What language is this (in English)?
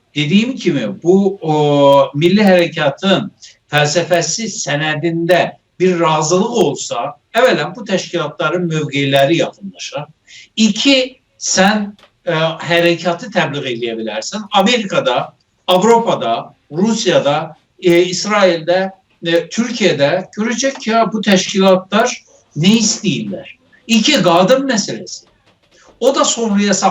South Azerbaijani